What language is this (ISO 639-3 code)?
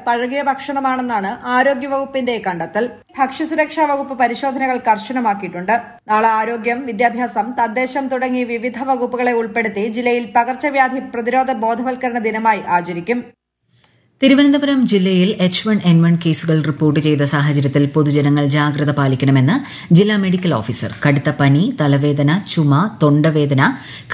mal